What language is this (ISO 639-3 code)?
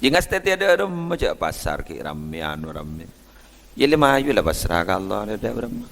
mad